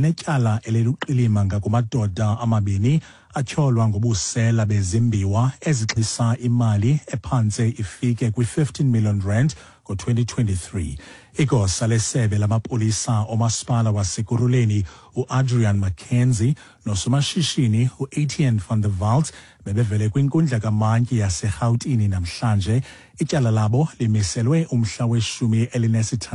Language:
Xhosa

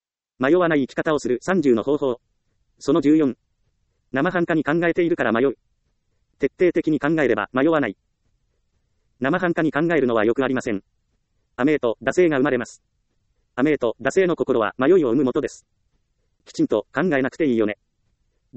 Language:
Japanese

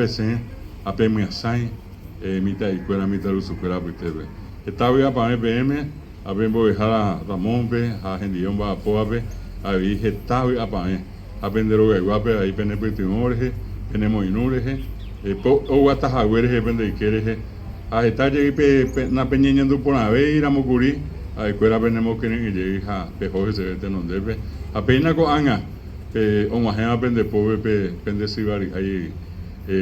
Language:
Guarani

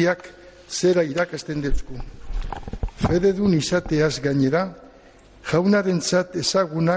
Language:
Basque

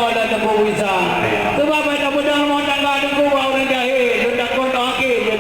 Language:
Achinese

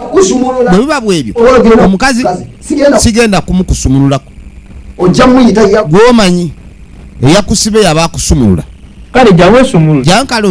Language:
Ganda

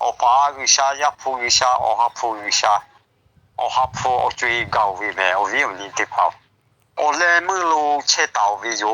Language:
Lahu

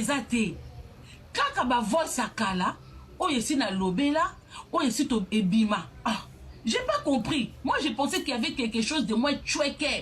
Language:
Lingala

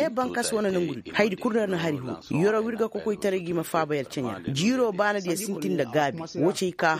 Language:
Koyraboro Senni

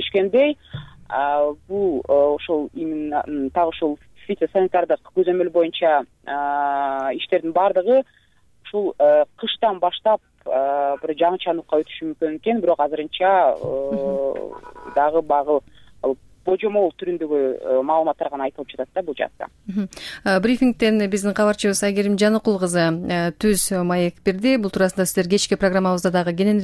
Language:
Kyrgyz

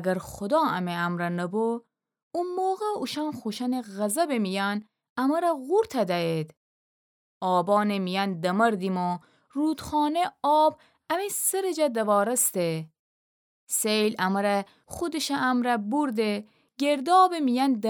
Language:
Gilaki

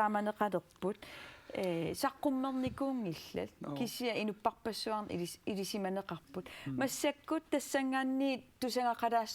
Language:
Kalaallisut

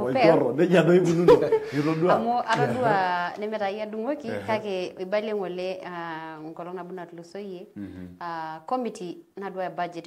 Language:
Masai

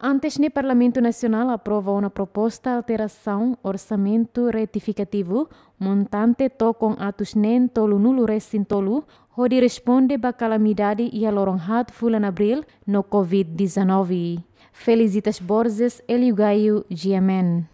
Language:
Tetum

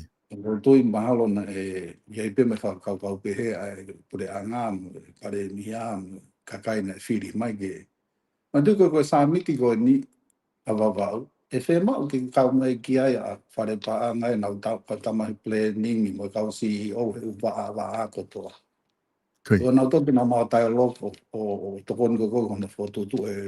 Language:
Tongan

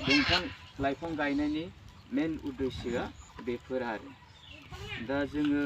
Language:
Bodo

